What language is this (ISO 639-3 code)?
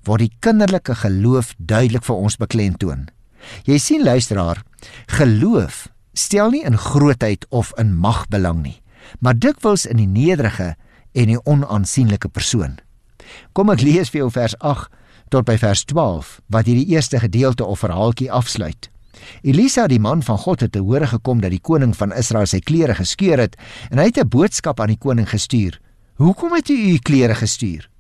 afr